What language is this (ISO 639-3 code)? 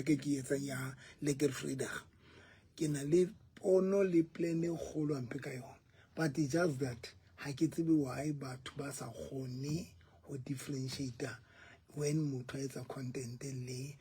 sot